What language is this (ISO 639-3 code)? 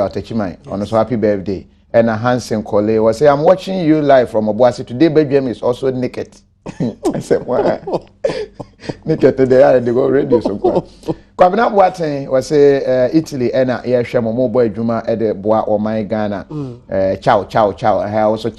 aka